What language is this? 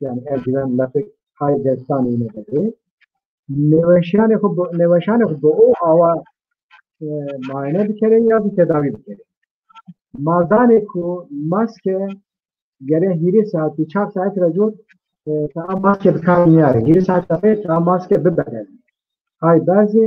Zaza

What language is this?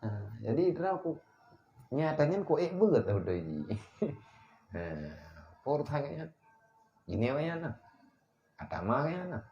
Achinese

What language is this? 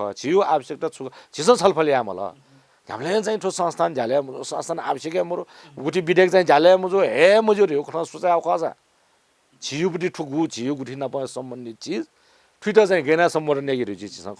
Newari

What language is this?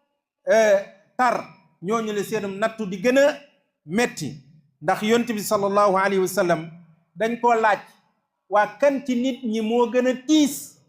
Wolof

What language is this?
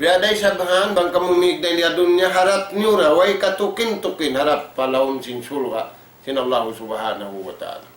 Tausug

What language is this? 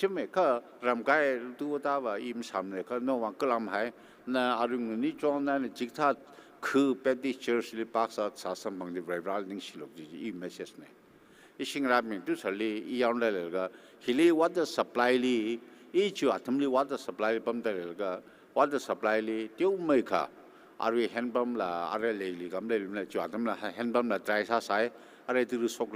Tangkhul Naga (India)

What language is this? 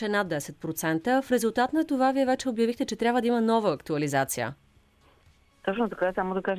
Bulgarian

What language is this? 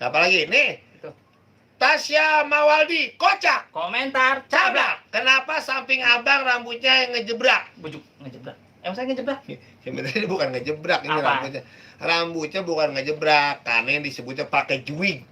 Betawi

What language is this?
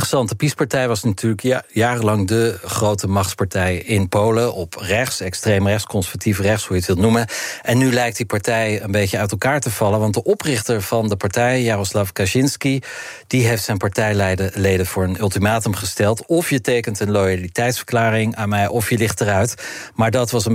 Dutch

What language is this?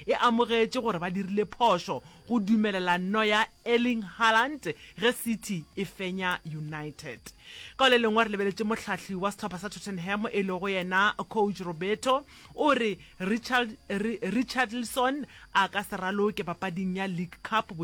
Northern Sotho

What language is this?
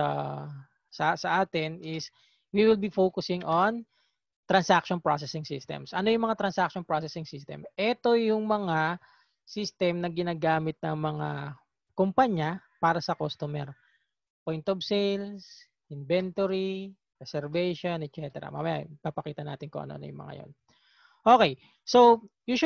Filipino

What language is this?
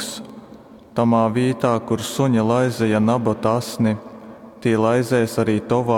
Latgalian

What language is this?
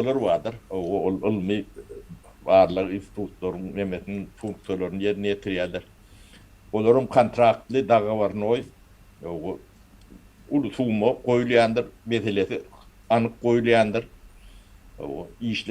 Turkmen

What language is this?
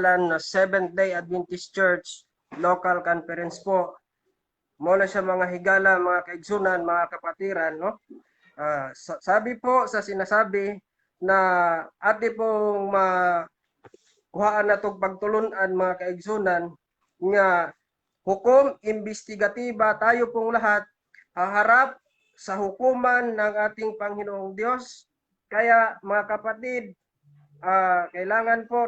Cebuano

